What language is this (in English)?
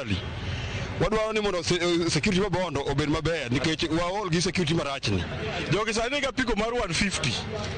Luo (Kenya and Tanzania)